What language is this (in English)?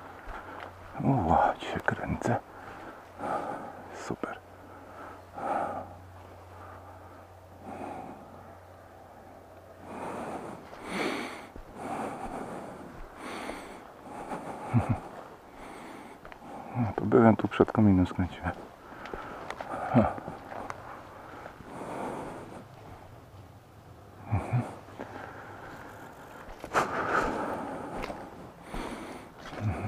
Polish